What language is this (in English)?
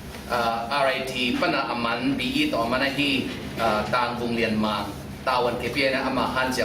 Tedim Chin